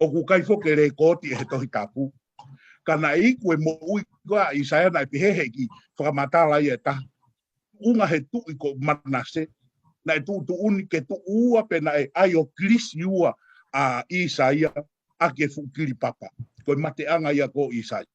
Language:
Tongan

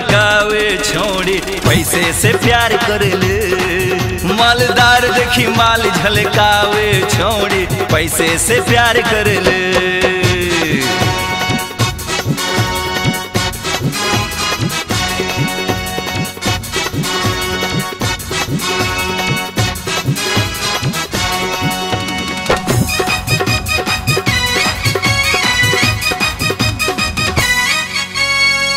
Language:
Bhojpuri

